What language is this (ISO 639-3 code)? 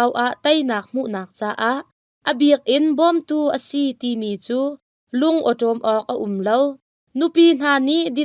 cnh